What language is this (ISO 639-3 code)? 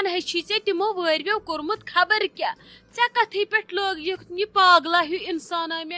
kas